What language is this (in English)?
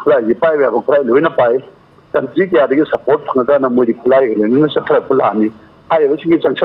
Manipuri